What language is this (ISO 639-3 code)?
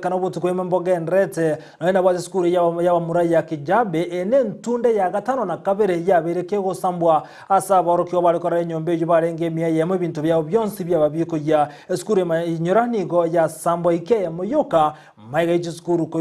guz